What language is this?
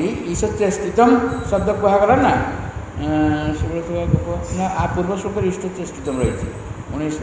Odia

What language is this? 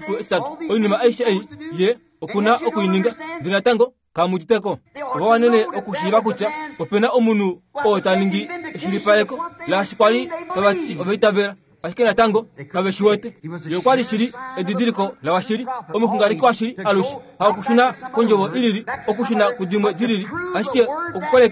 Kuanyama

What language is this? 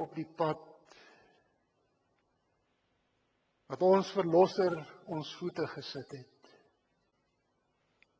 Afrikaans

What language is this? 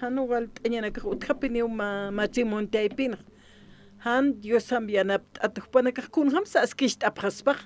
Aymara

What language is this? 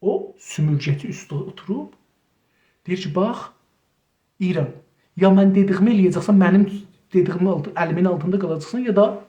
South Azerbaijani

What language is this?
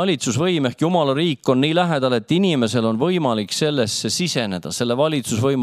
Estonian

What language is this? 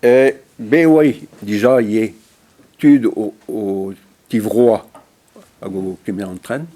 Breton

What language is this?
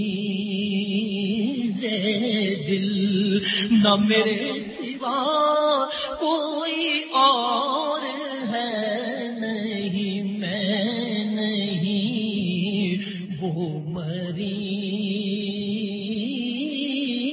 Urdu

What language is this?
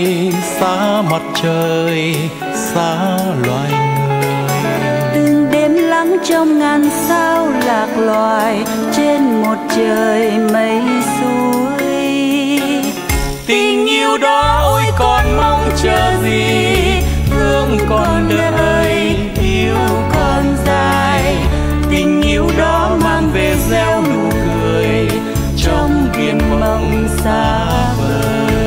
Vietnamese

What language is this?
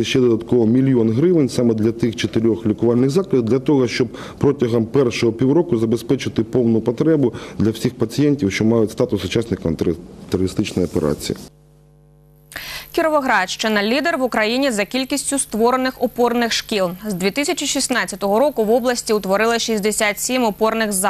Ukrainian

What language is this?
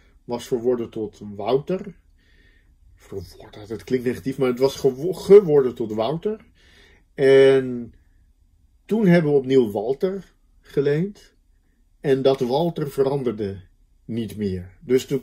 Dutch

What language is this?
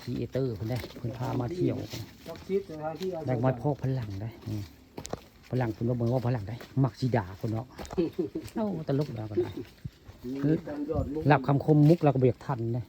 Northeastern Thai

